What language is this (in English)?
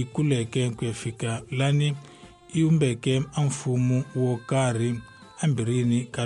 Tsonga